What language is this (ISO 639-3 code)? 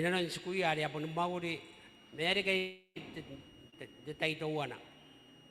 gil